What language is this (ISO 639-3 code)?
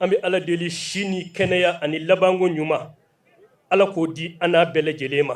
bam